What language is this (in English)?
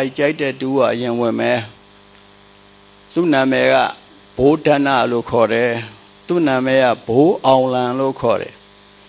Burmese